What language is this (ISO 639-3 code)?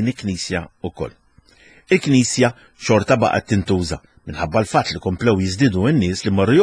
mlt